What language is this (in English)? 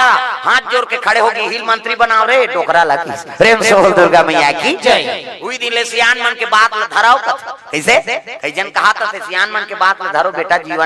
Chhattisgarhi